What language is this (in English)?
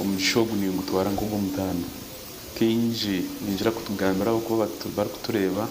Nyankole